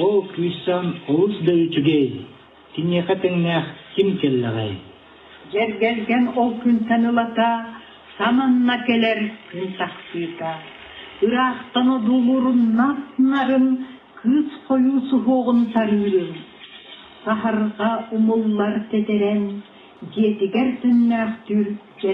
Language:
Yakut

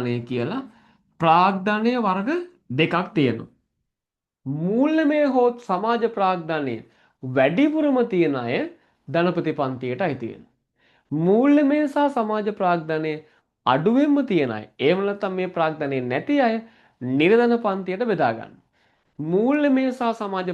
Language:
Sinhala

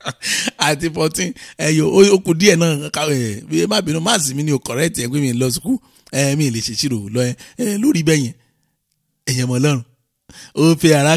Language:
Yoruba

